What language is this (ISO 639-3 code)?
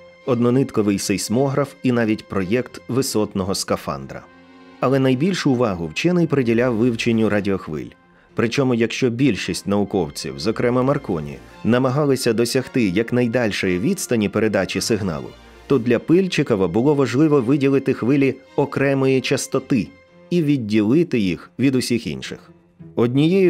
ukr